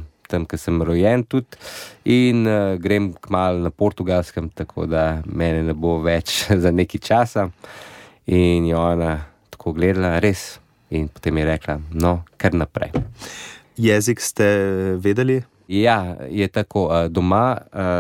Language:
Slovenian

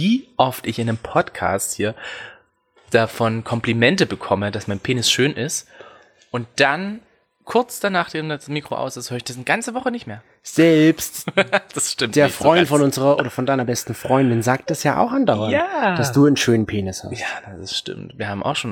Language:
German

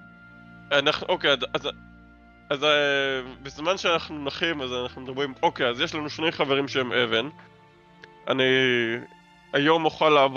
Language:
Hebrew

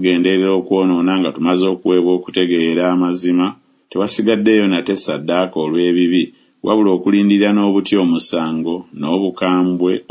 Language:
Ganda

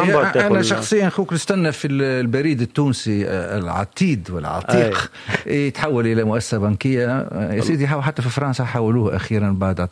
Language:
Tunisian Arabic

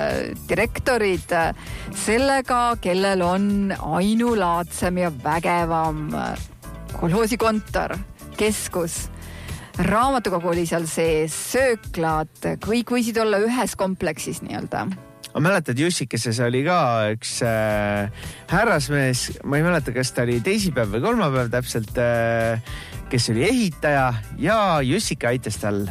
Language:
Estonian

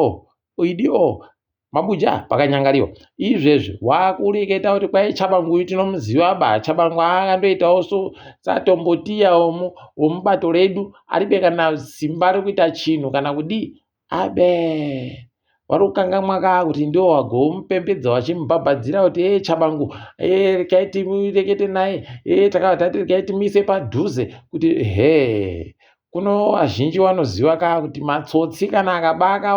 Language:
Ndau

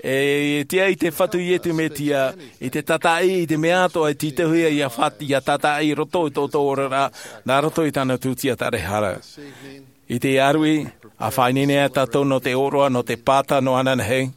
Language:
Tahitian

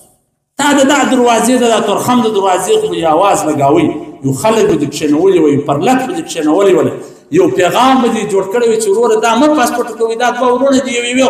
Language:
Pashto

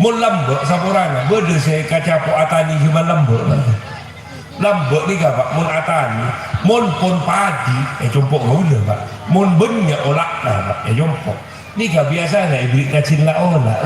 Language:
Madurese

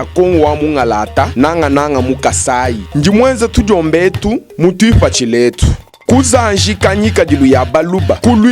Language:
Luba-Lulua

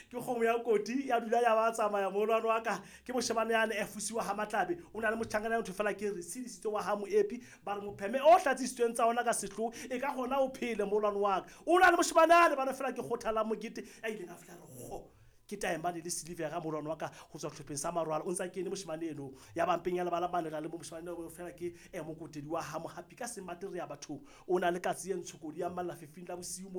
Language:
Southern Sotho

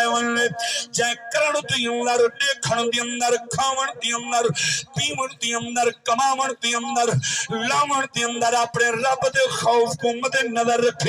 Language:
Saraiki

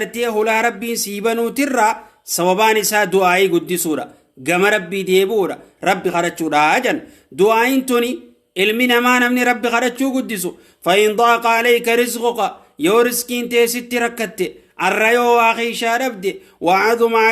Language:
Oromo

